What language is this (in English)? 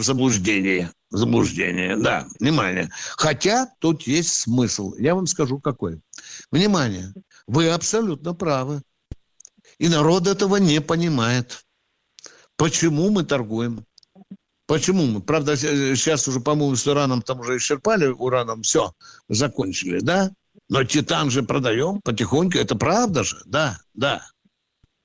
Russian